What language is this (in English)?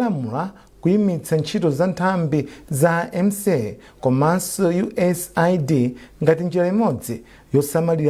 Nyanja